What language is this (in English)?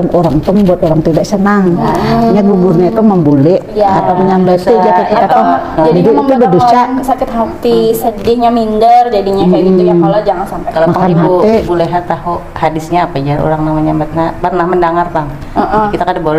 Banjar